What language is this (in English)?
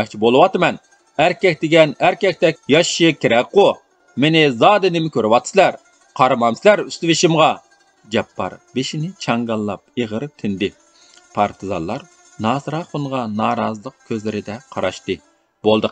Uyghur